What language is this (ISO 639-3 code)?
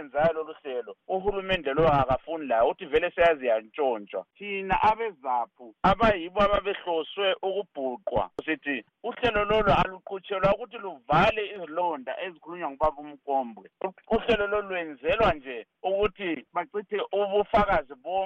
nde